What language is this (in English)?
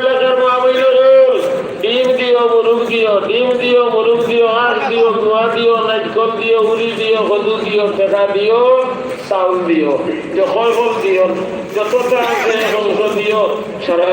Sylheti